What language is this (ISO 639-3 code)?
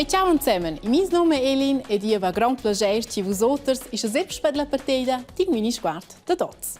roh